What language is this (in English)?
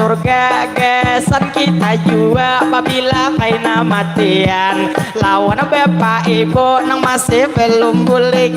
Banjar